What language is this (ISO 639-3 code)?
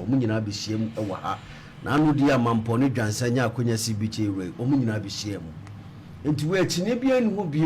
aka